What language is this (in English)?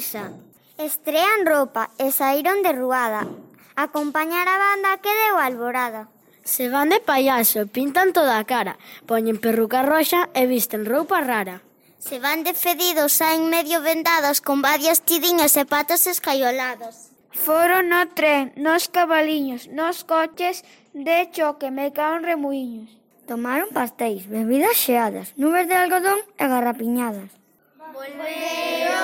Galician